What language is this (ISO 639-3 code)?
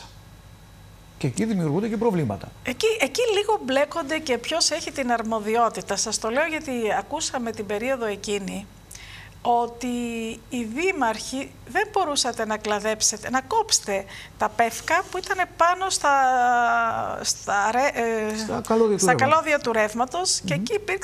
ell